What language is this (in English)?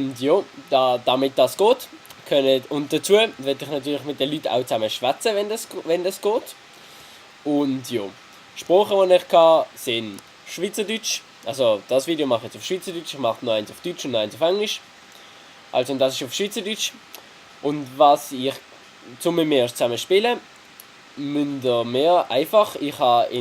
Swiss German